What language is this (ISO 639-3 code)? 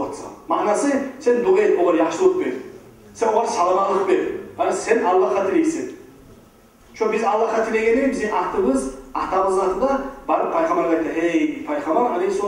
kum